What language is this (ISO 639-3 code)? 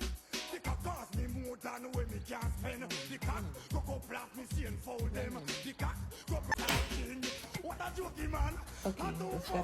jam